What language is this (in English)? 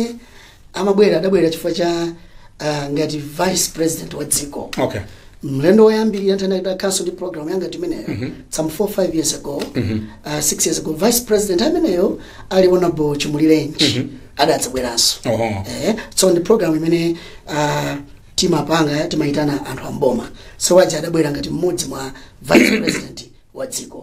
Nyanja